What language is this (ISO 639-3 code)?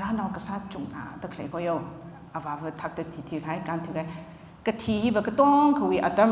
nmf